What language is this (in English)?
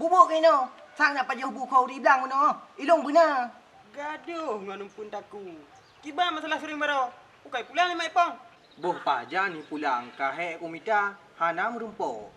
Achinese